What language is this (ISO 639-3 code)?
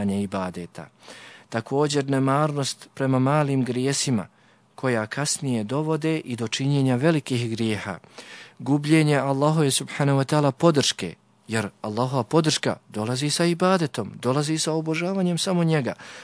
bos